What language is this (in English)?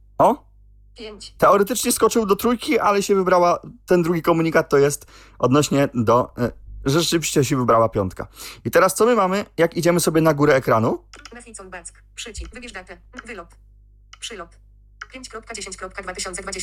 Polish